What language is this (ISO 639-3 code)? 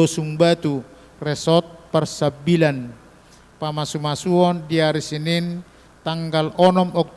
bbc